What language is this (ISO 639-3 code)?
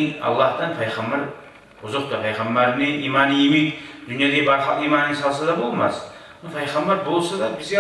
kum